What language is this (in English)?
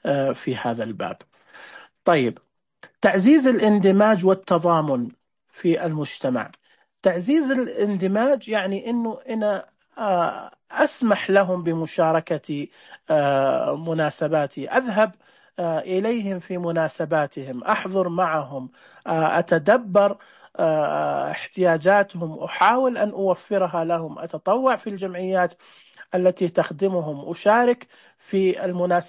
Najdi Arabic